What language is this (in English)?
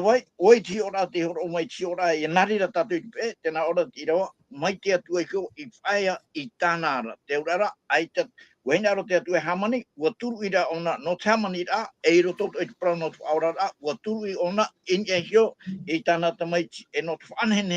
Tahitian